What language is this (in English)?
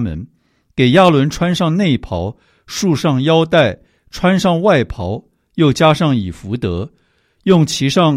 Chinese